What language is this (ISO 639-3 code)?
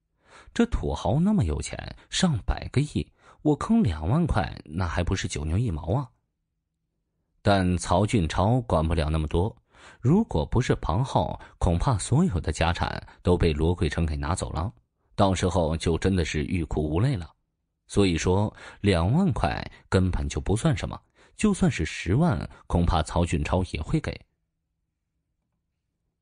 zho